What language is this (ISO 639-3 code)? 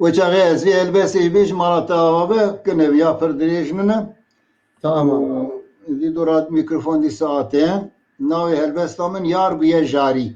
kur